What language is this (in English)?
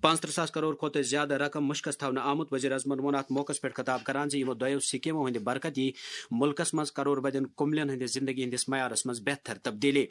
Kashmiri